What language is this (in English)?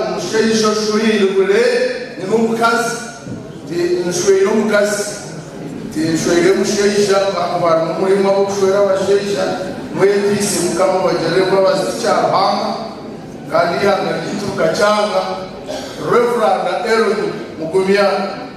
Nyankole